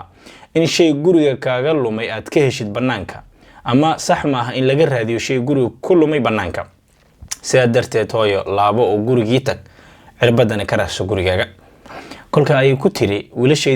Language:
Somali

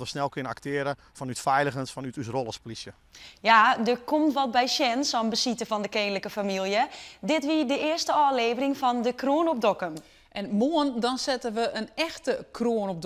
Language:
Western Frisian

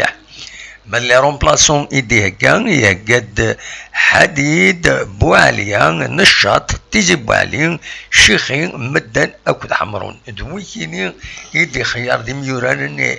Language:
Kabyle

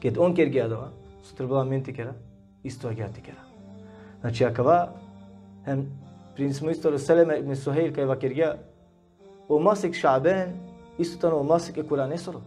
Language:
Balkan Romani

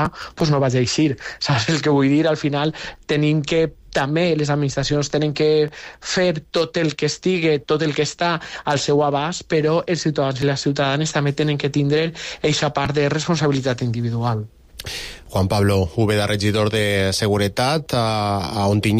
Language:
Catalan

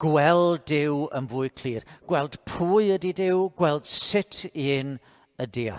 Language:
Welsh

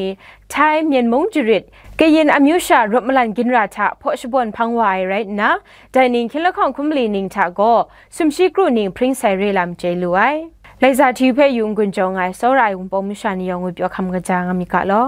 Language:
Kachin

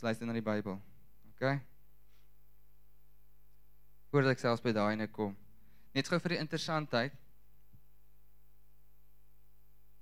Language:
Afrikaans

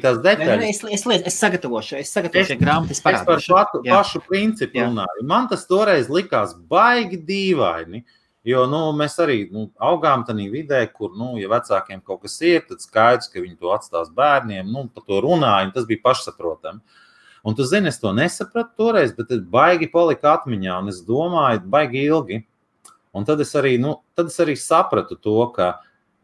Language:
Latvian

